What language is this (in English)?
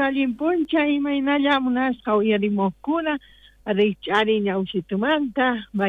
South Bolivian Quechua